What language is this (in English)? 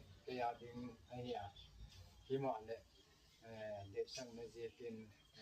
Gangte